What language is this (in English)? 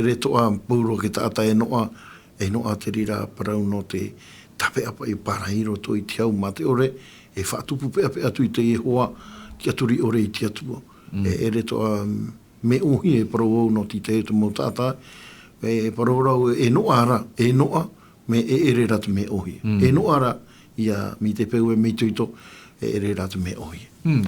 Tahitian